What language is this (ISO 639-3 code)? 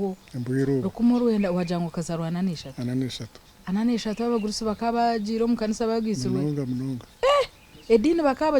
nyn